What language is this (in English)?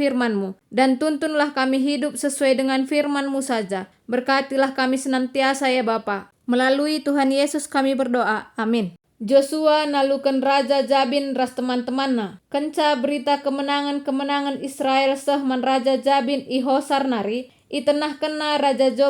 Batak Karo